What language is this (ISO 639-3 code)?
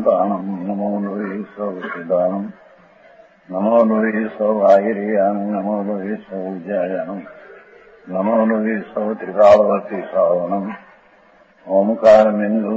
guj